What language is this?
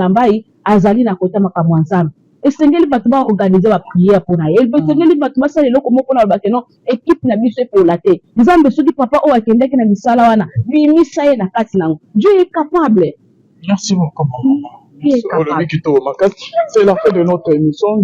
Lingala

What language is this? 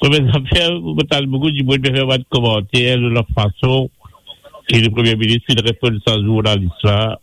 Morisyen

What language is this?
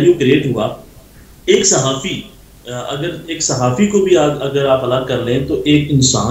Urdu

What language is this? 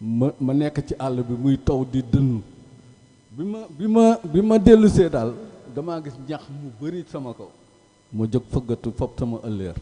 Wolof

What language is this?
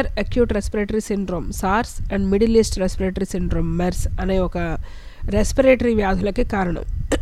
Telugu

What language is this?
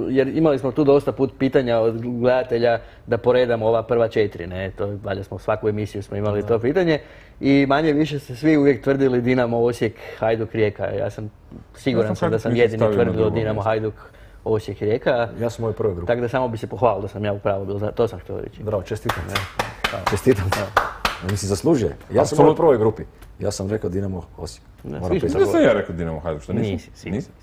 Croatian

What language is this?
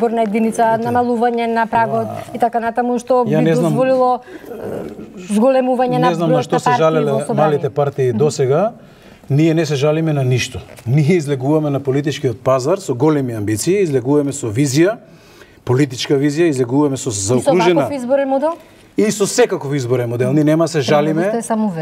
Macedonian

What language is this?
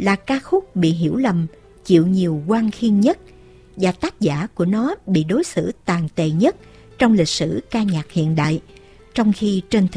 Vietnamese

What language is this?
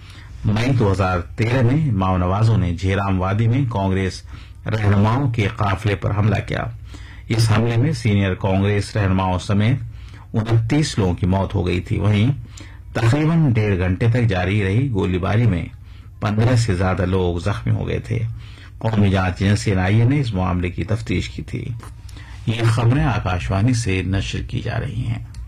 Urdu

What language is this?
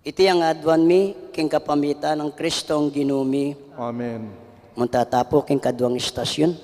Pampanga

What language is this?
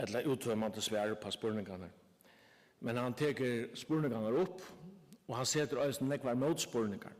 Faroese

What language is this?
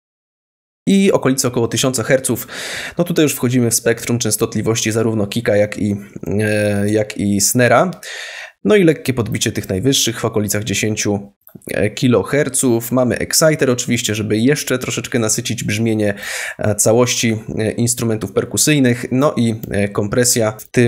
Polish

